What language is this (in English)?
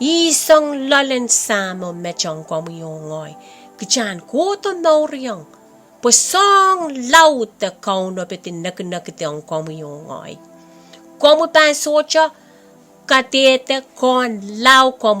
Pohnpeian